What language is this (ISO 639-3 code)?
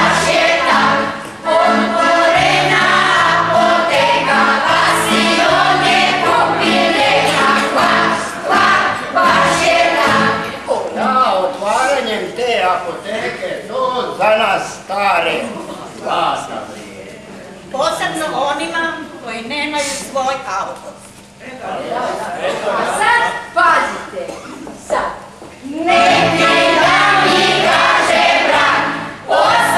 hrv